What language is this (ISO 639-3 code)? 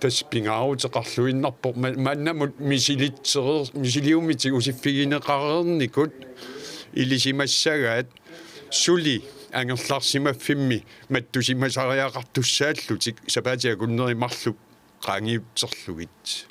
kal